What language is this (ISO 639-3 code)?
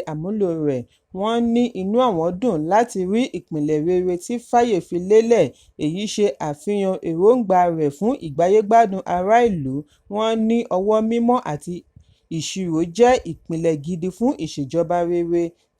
yor